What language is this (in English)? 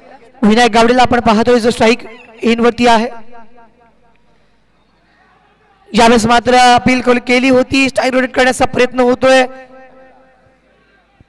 Marathi